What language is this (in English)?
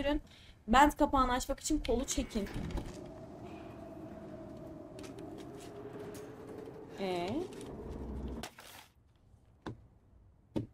Turkish